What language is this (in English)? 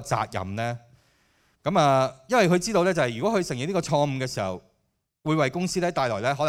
Cantonese